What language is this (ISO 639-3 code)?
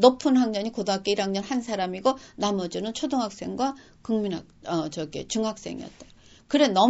kor